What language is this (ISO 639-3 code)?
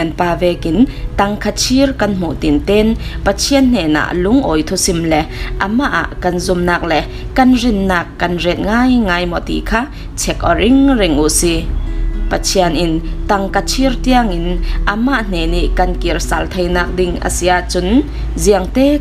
cfm